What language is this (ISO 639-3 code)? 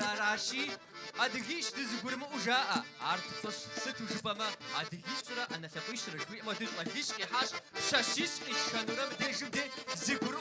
kbd